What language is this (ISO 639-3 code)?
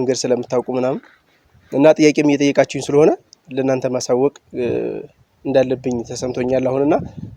amh